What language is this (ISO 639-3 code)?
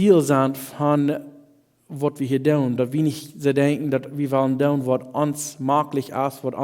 pdt